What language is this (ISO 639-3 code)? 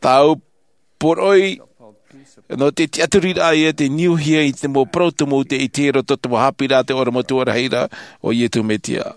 tah